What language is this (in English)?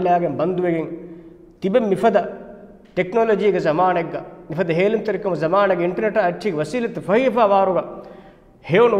Divehi